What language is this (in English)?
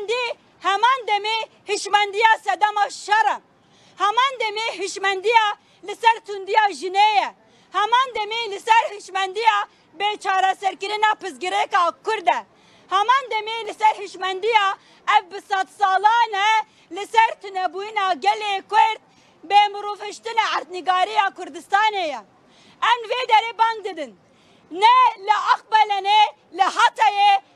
Kurdish